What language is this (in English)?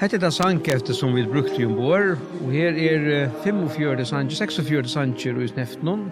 Faroese